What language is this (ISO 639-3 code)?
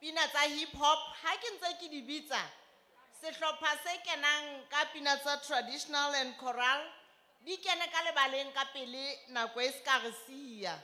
sot